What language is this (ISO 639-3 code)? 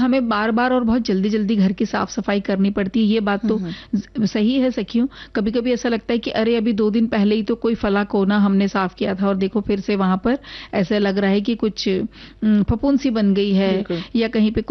hin